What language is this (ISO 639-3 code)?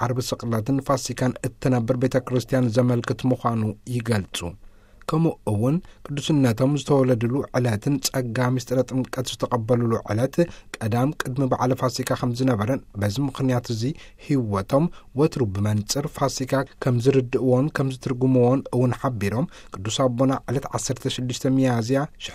tir